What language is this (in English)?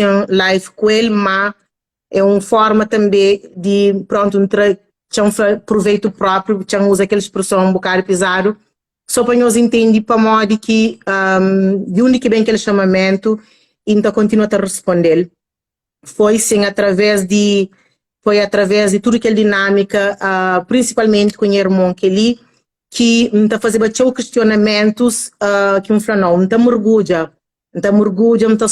Kabuverdianu